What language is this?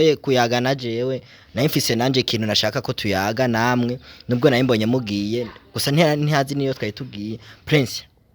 Rundi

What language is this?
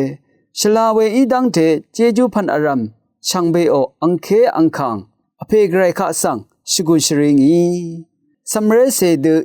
Rawang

